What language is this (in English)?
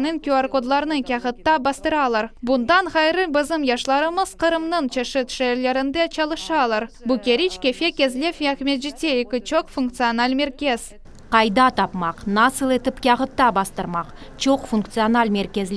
Crimean Tatar